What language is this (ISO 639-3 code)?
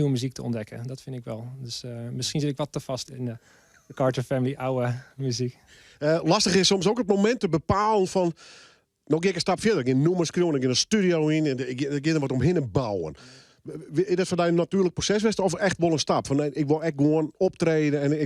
fry